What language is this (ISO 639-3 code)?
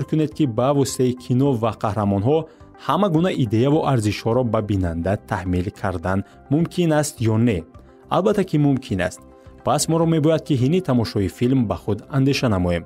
tgk